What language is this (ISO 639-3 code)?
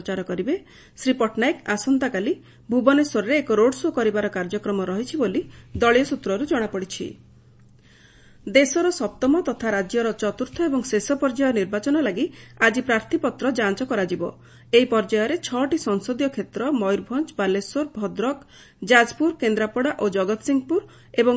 ori